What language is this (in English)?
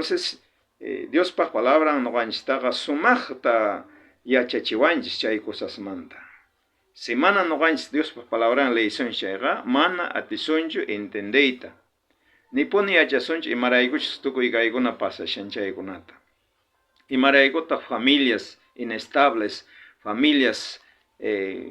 South Bolivian Quechua